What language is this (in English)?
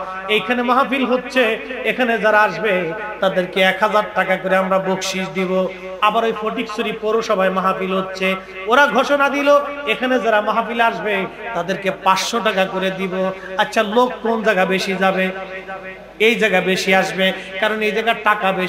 Bangla